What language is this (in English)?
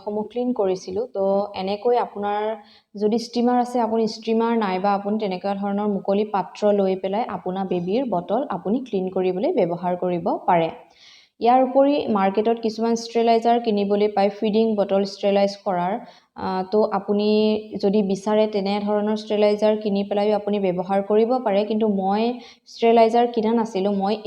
Assamese